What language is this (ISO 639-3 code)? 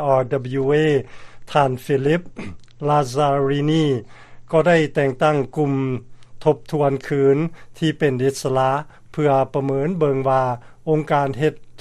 lao